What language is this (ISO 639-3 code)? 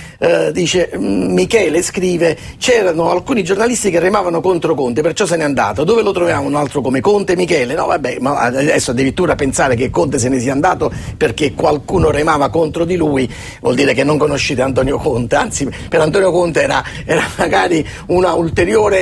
ita